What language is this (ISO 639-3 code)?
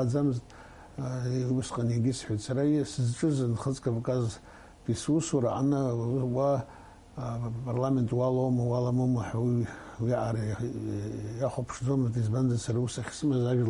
abk